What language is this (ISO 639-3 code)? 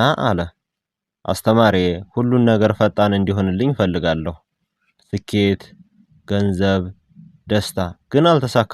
amh